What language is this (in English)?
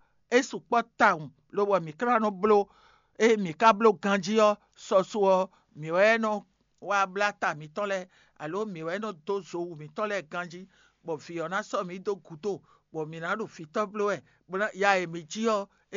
Fon